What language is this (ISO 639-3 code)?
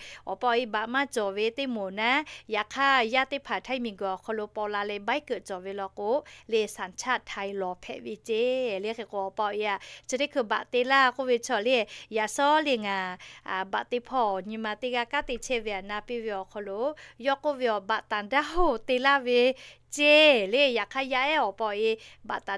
lhu